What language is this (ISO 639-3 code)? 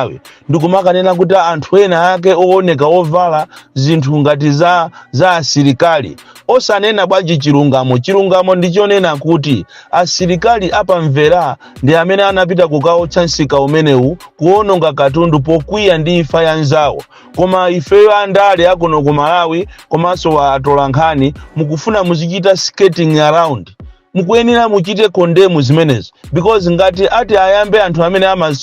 nya